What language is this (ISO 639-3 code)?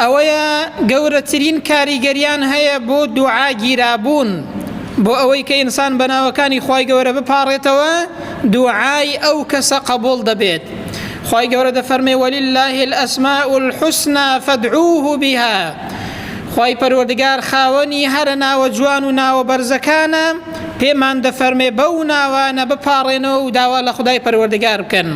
ckb